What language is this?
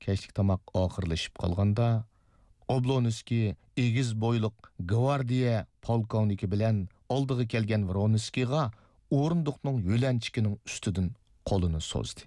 Uyghur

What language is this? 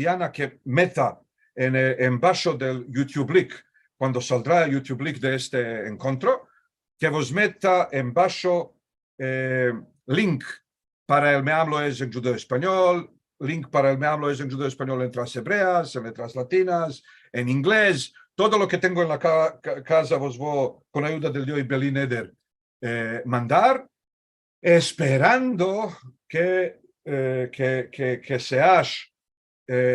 Ladino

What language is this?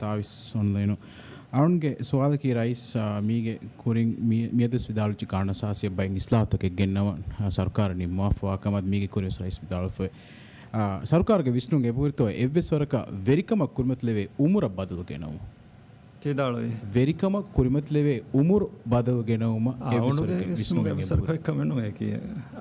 Divehi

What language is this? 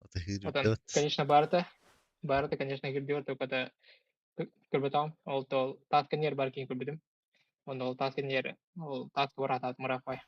Yakut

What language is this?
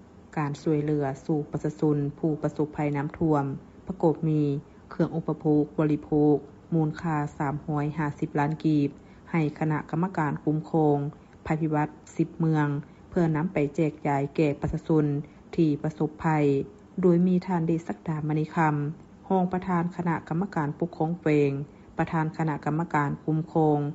Lao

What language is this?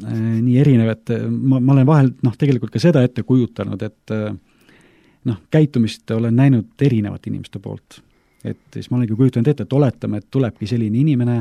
Estonian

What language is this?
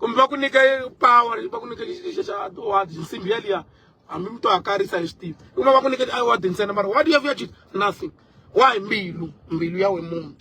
Tsonga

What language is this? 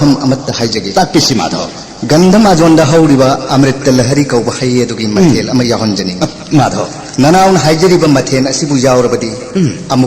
Manipuri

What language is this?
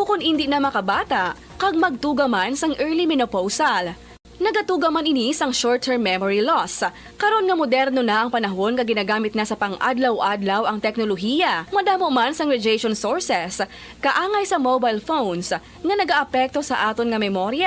Hiligaynon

